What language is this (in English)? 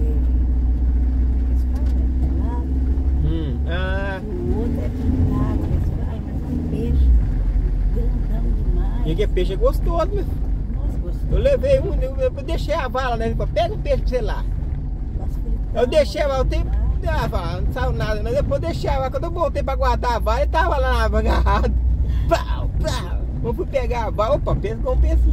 Portuguese